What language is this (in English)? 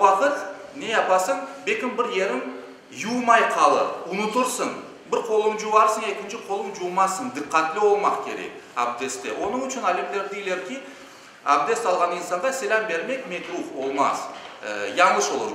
Crimean Tatar